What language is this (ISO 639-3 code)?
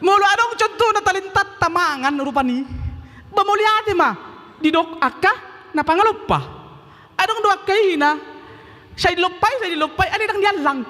bbc